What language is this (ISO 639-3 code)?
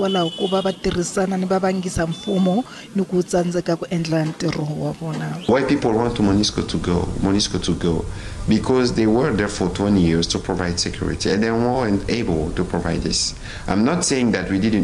tso